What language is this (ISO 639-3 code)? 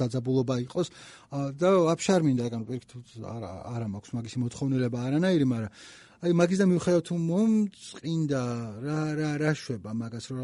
kat